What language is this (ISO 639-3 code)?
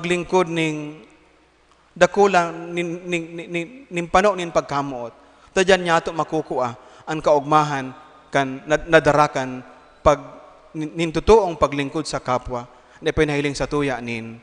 bik